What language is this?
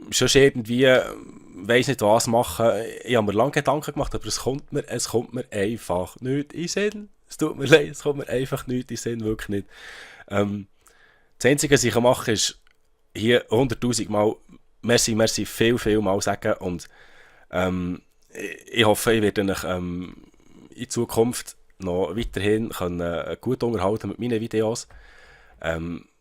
Swiss German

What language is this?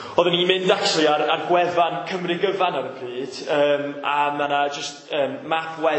Welsh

